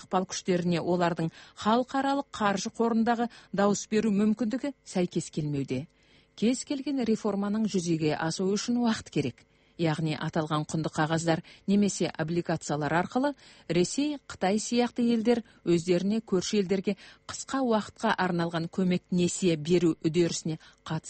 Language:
Kazakh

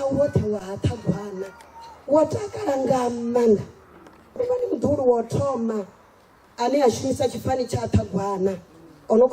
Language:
Venda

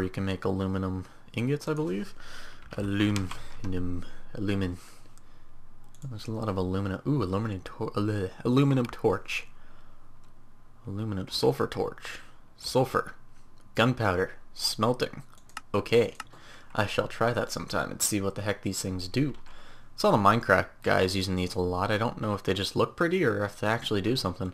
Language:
English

